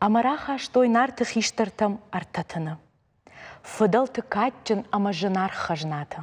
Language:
Ossetic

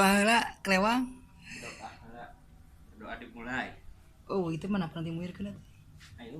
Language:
Sundanese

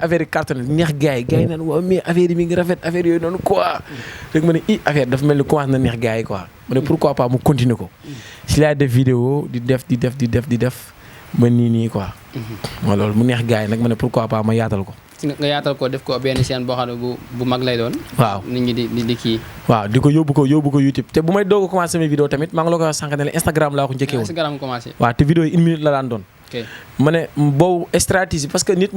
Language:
Wolof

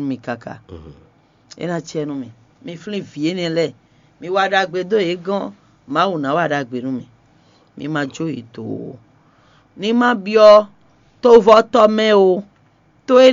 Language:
Fon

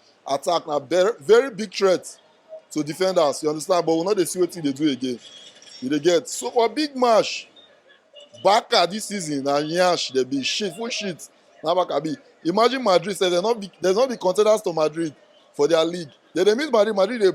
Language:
Nigerian Pidgin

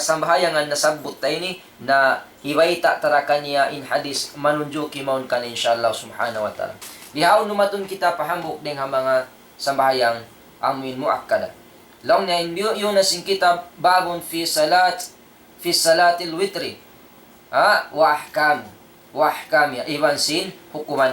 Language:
Tausug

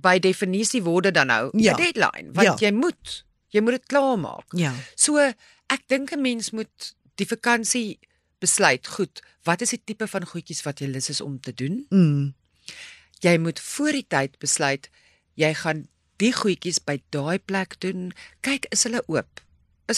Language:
Afrikaans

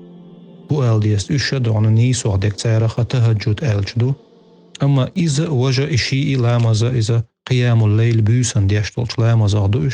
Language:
Chechen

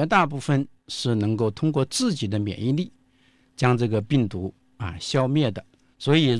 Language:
Chinese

